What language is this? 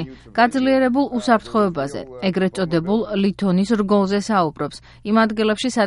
Georgian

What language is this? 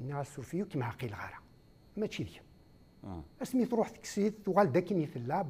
Kabyle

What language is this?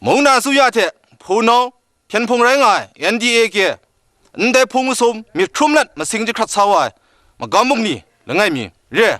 Kachin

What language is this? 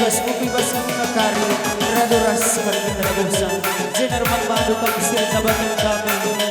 Batak Karo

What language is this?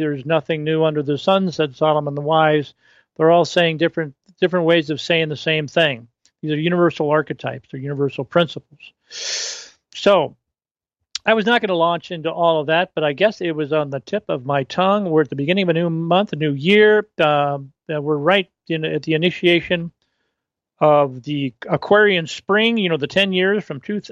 English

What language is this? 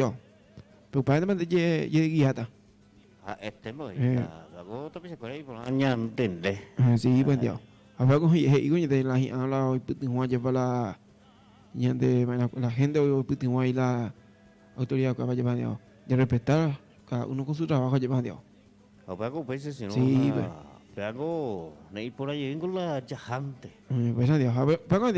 Guarani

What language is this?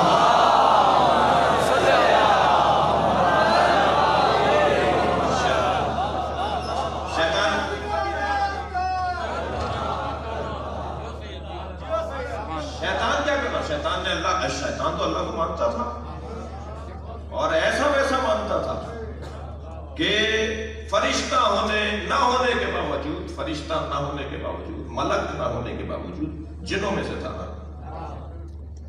Urdu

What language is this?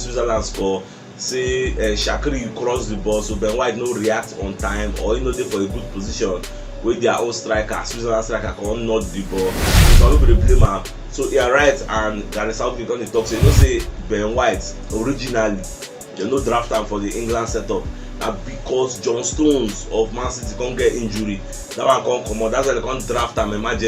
Nigerian Pidgin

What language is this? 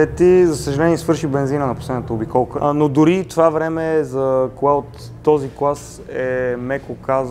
Bulgarian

